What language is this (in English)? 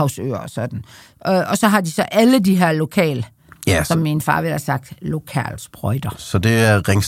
Danish